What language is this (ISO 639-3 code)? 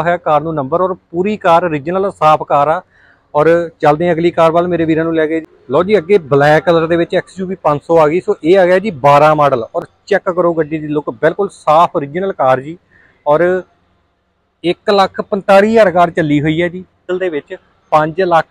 pan